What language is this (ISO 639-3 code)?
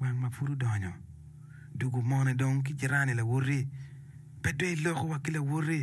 ach